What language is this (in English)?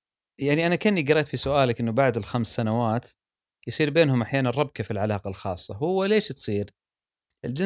Gulf Arabic